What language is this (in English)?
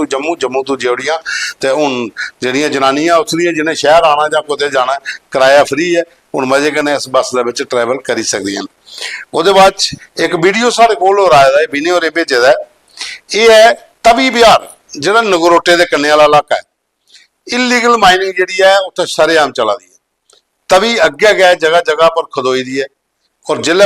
Dogri